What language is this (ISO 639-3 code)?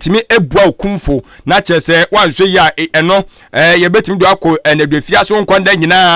aka